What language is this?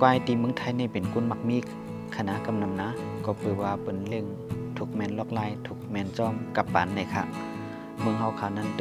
Shan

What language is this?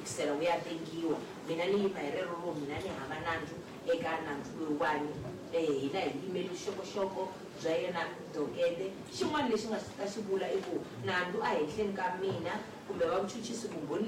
Tsonga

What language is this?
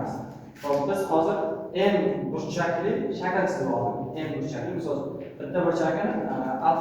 Uzbek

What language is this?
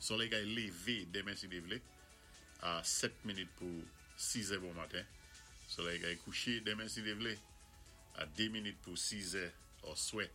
Saint Lucian Creole French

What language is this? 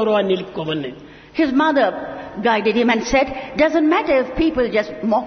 Telugu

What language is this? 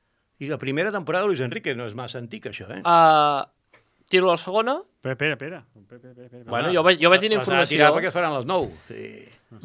Catalan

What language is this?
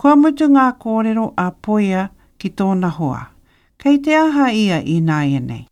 Māori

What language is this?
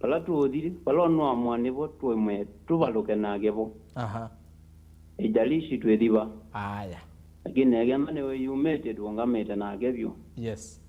Kamba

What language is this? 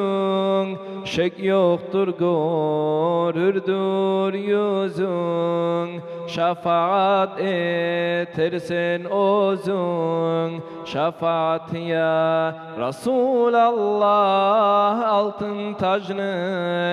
Kumyk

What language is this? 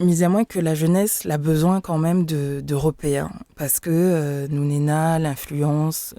Réunion Creole French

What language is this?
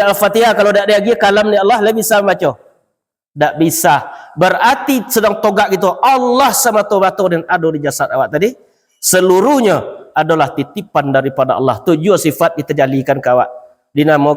Minangkabau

